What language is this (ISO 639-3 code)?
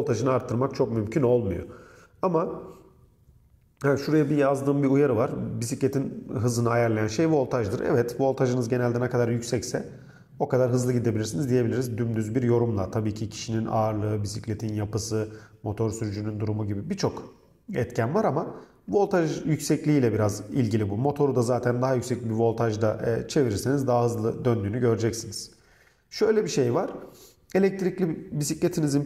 tur